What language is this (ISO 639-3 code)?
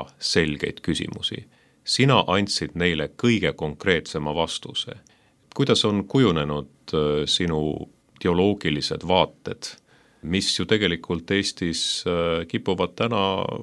est